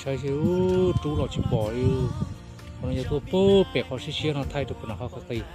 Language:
Hmong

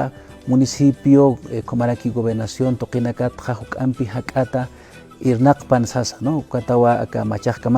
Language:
Aymara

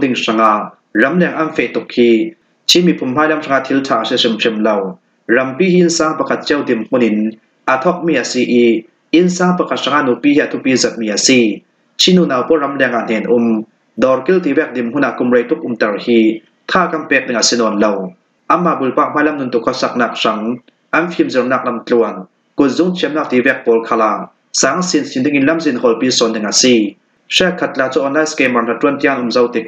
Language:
Falam Chin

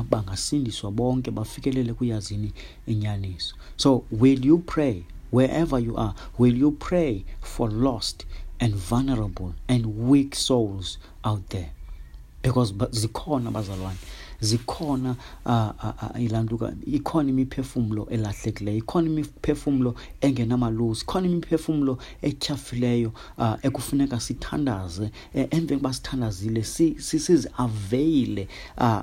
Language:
Xhosa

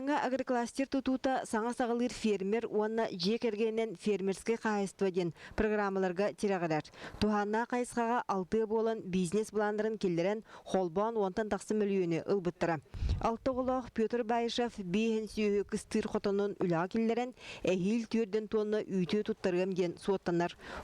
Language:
Yakut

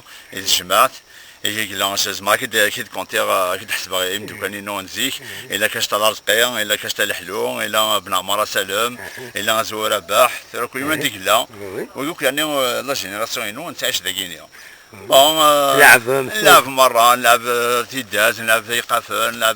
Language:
Kabyle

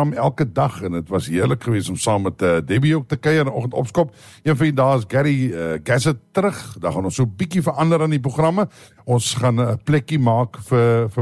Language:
Afrikaans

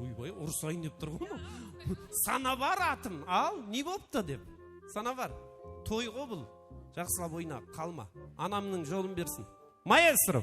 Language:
Kara-Kalpak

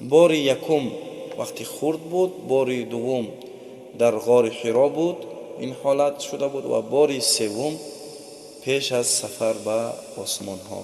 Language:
Tajik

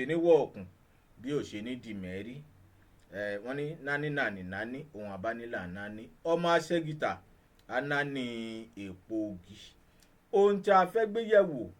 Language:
Yoruba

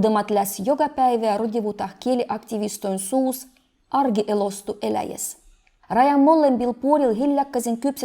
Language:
Livvi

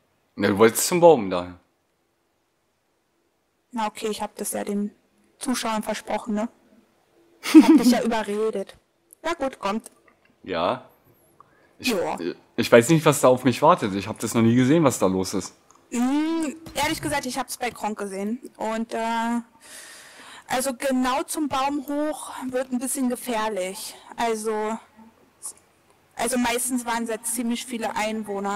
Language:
German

